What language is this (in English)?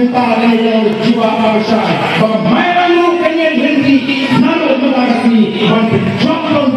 Khasi